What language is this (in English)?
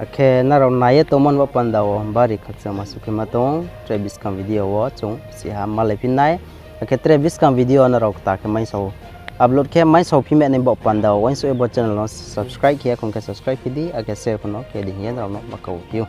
Riang (India)